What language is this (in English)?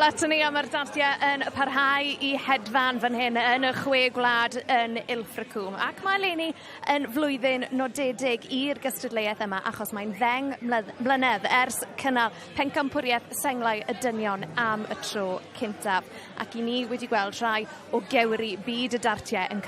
Welsh